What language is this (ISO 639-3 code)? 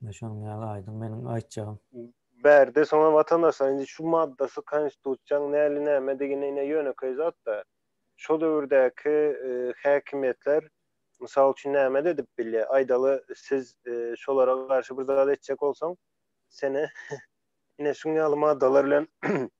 tuk